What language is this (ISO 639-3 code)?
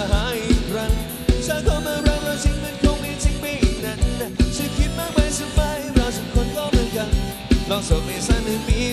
tha